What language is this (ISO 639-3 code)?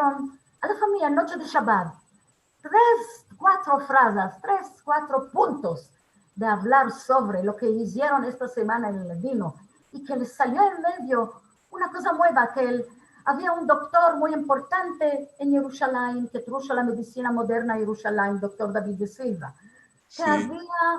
lad